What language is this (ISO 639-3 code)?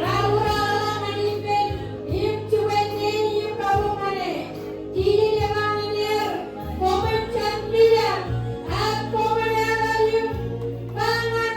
mah